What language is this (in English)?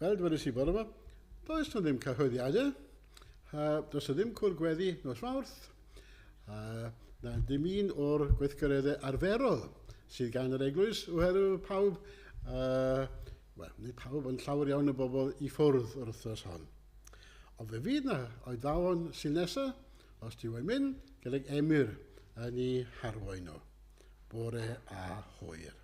Welsh